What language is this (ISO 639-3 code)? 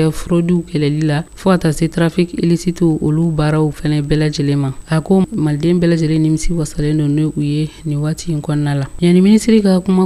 bam